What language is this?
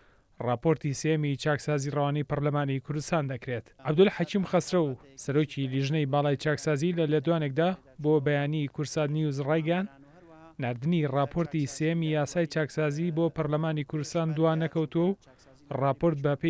Central Kurdish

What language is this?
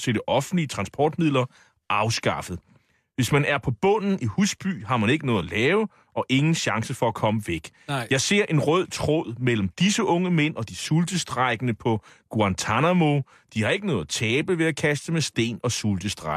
Danish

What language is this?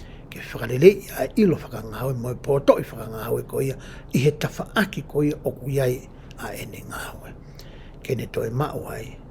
Tongan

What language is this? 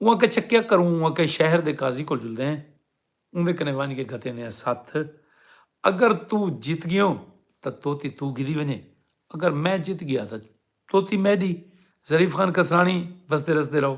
Saraiki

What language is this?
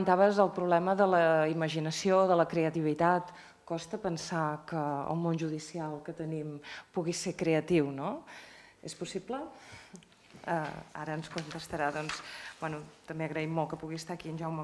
Catalan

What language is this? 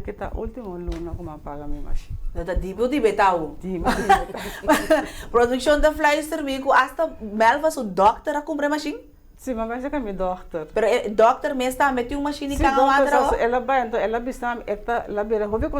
Papiamento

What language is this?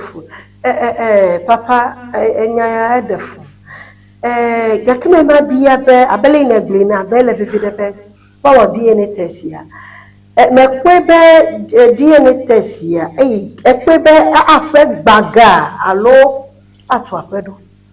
Ewe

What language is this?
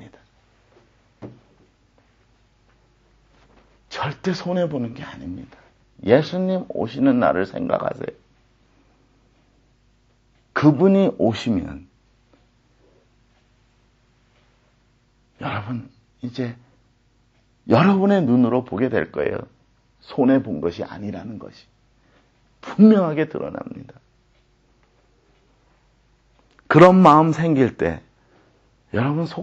Korean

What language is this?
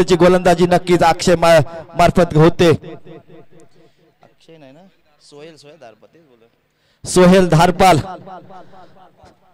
Marathi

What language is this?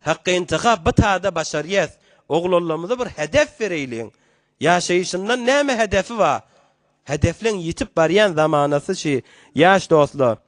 Turkmen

